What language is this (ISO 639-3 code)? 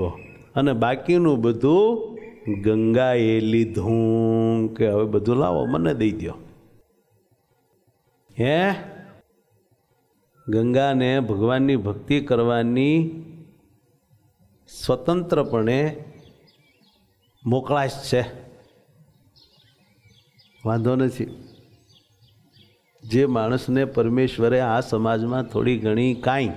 guj